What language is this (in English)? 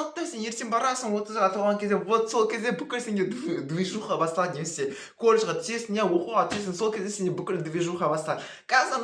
Kazakh